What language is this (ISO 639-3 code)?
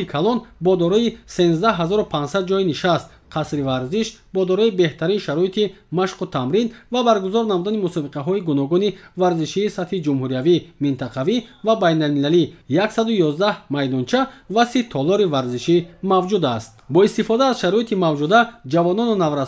tgk